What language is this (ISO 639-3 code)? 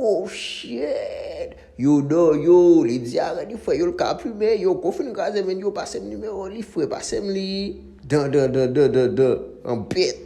hat